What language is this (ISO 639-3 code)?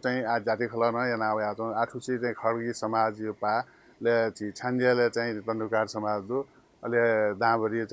new